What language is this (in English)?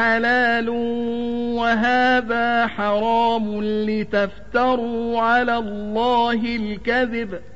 Arabic